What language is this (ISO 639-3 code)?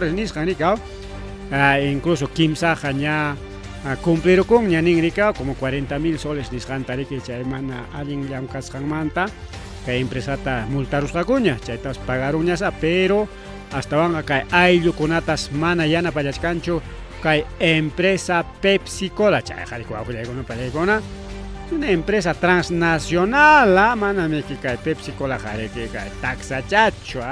quy